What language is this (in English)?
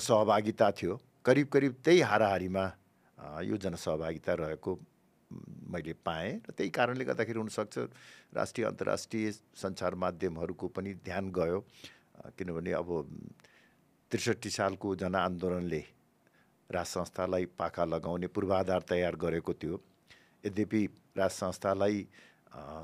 Nepali